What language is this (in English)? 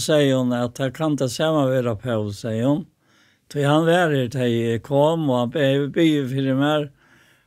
Faroese